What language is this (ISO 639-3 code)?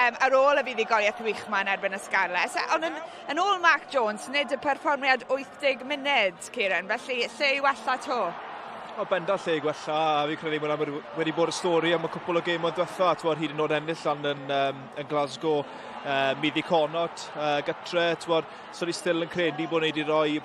cym